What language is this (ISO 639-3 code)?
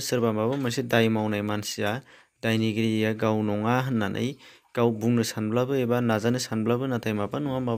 brx